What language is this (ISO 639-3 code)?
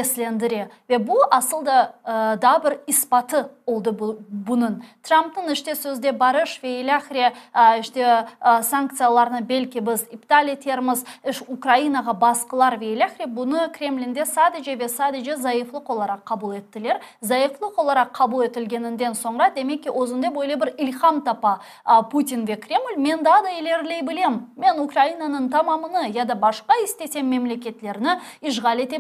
crh